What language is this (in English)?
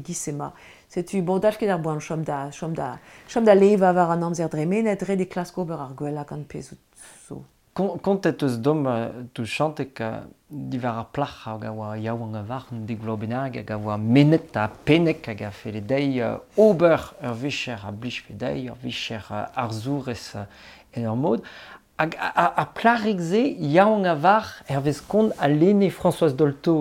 Breton